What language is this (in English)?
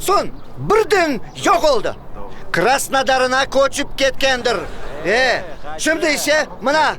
Crimean Tatar